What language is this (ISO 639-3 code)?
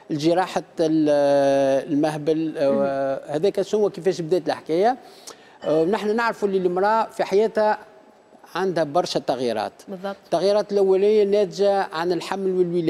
aeb